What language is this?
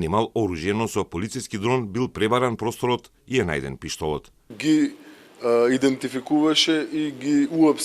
Macedonian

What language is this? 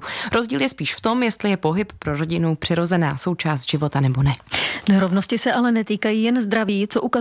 Czech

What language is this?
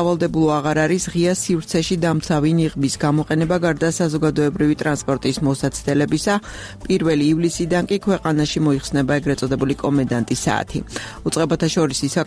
Georgian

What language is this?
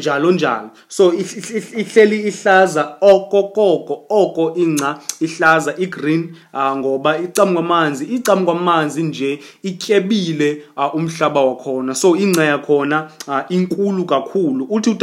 Xhosa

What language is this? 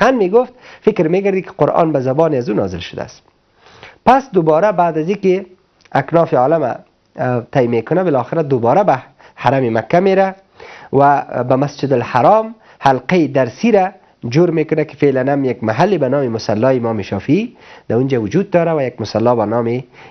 Persian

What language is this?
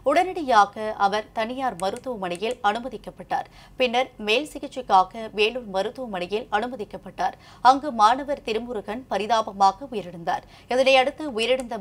Tamil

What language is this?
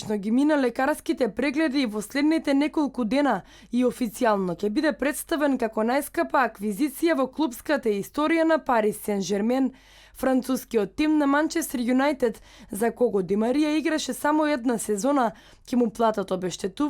Macedonian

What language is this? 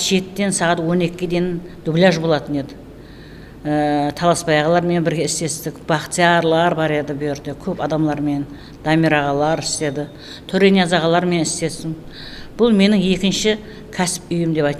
Kara-Kalpak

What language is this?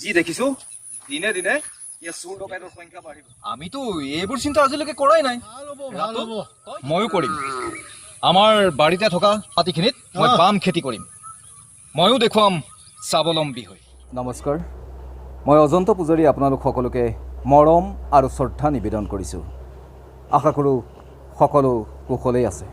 Assamese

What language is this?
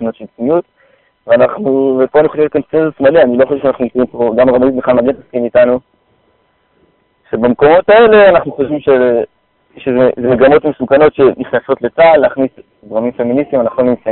Hebrew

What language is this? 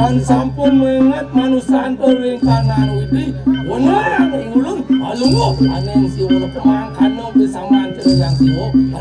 Balinese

